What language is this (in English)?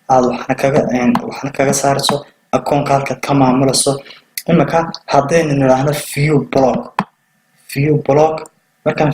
Somali